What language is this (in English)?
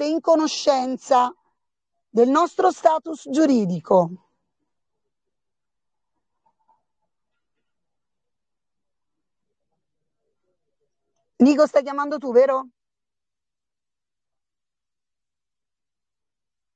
Italian